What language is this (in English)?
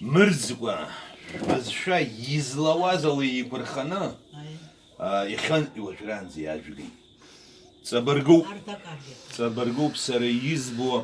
Abkhazian